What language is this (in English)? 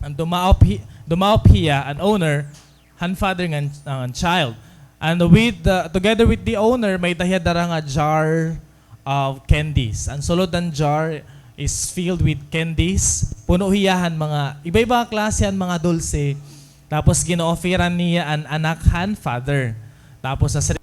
Waray